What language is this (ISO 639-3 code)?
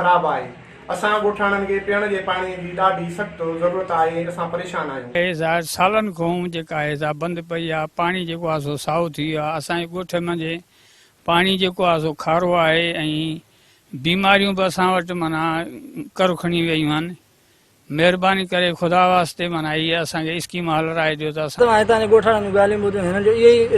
snd